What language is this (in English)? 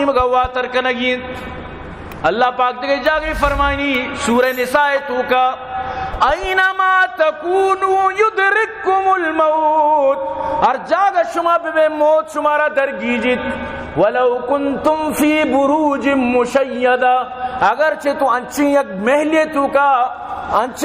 Baluchi